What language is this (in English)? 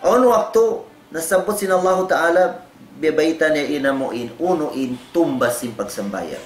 Tausug